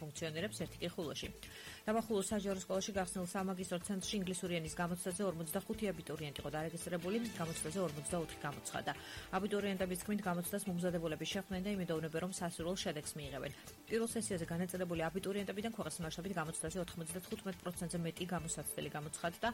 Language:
Georgian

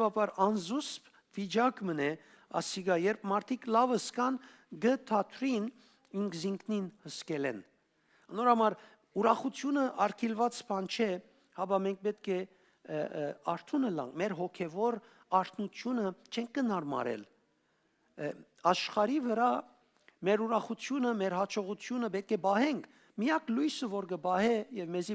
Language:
Western Armenian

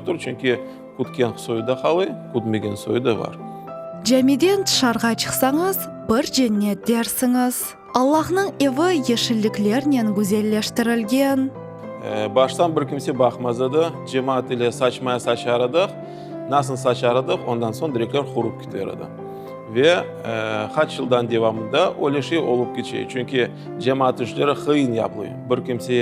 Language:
Crimean Tatar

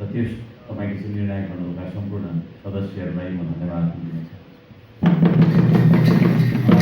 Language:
Nepali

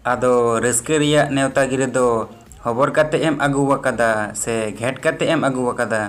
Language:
Santali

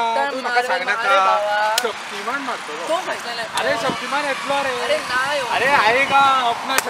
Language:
Konkani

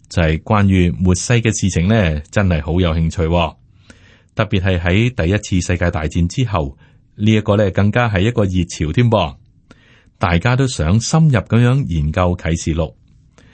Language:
Cantonese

